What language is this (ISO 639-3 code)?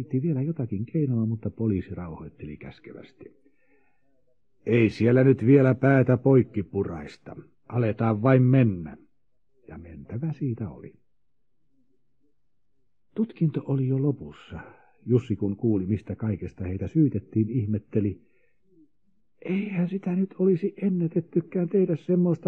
fin